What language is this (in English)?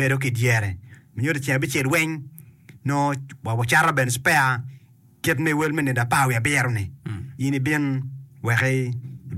Acoli